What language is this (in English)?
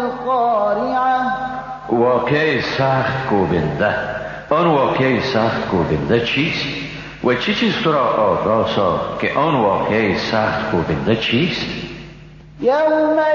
Persian